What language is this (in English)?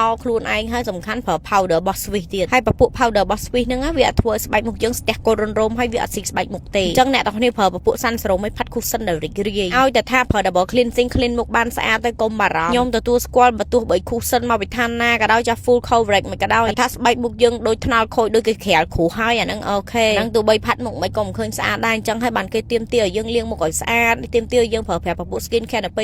Khmer